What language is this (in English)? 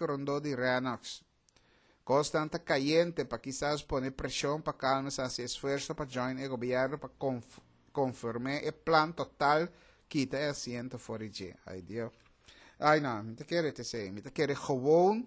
Papiamento